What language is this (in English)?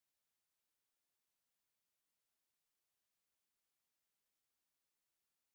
Turkish